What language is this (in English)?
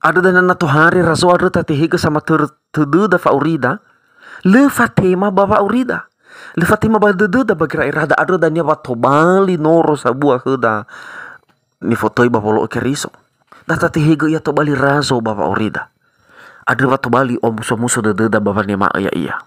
Nias